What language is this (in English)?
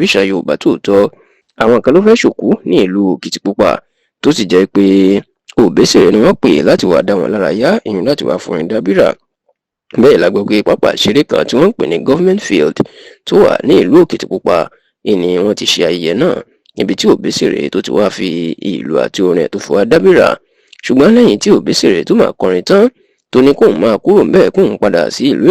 Yoruba